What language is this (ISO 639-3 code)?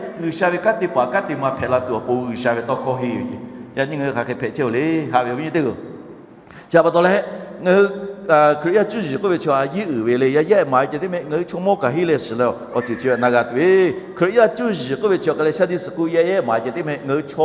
lhu